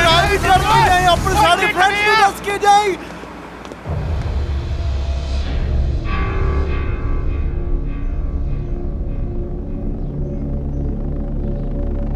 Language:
Punjabi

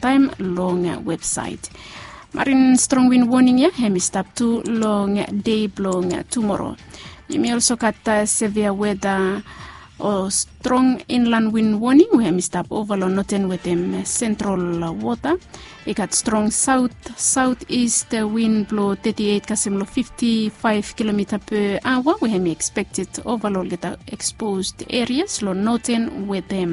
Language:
Bislama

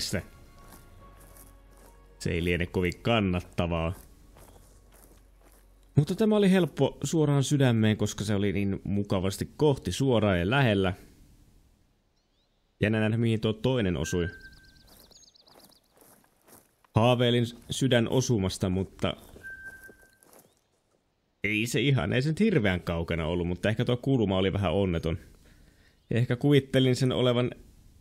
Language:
Finnish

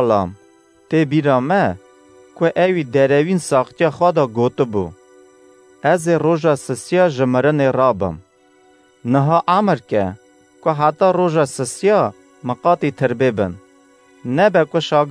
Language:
Kurdish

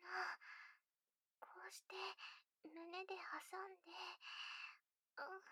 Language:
Japanese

